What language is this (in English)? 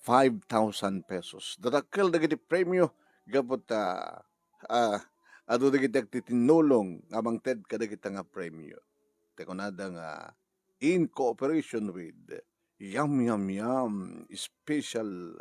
Iloko